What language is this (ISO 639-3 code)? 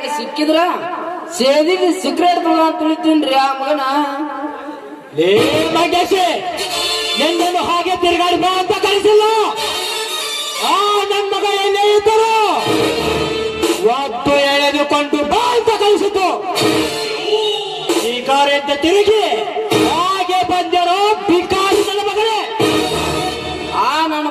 kan